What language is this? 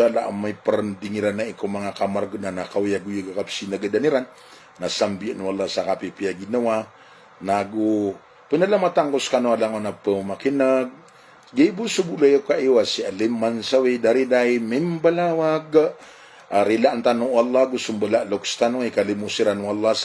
Maranao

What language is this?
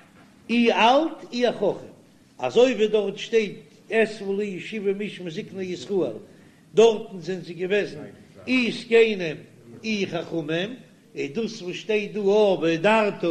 Yiddish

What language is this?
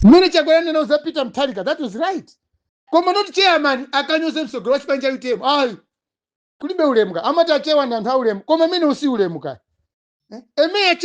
Nyanja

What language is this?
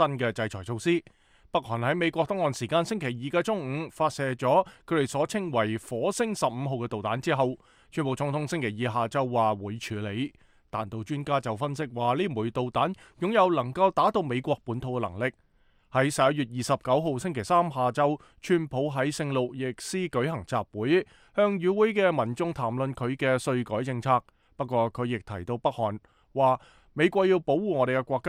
Cantonese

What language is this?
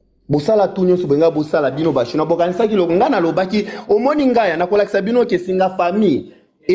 Lingala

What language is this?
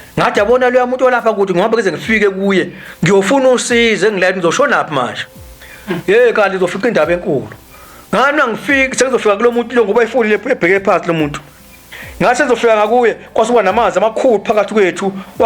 Zulu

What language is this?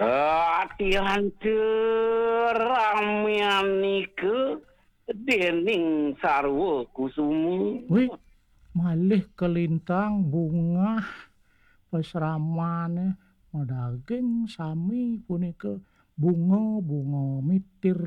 Balinese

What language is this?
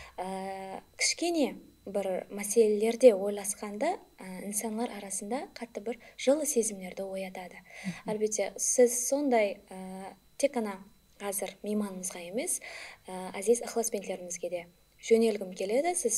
Kara-Kalpak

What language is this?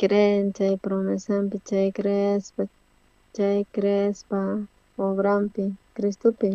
South Bolivian Quechua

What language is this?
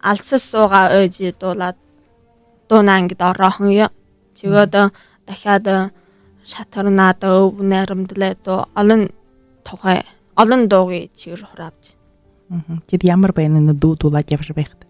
Buriat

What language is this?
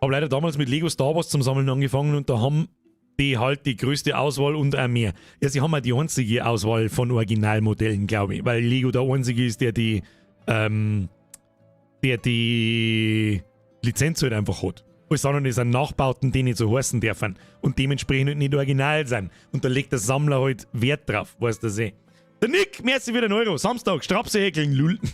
Bavarian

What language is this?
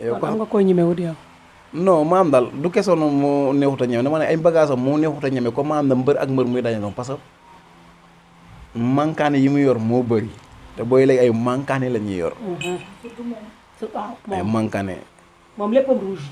Wolof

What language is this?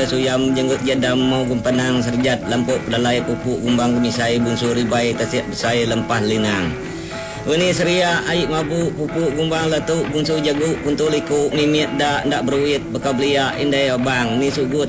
Iban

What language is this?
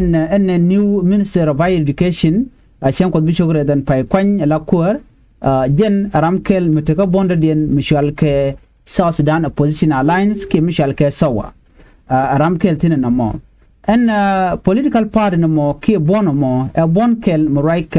Nuer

